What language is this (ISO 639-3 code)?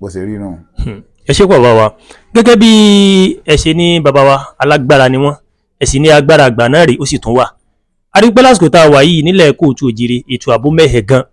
yor